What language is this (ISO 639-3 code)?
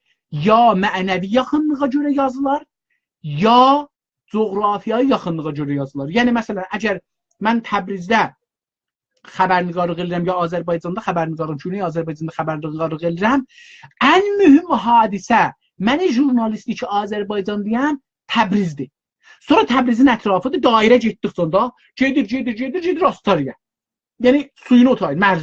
azb